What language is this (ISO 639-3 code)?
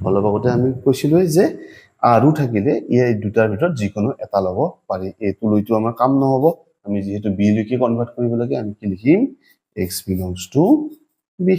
asm